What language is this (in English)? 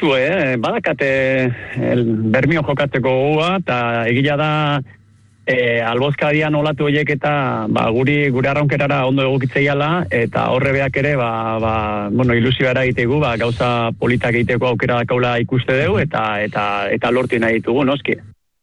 Basque